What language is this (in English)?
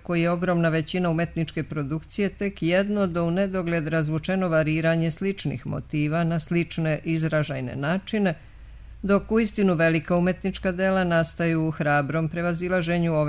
Serbian